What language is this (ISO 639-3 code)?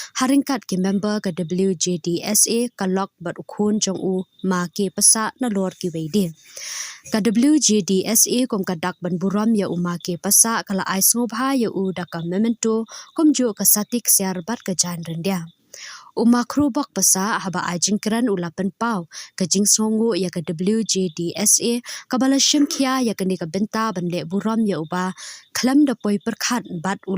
kha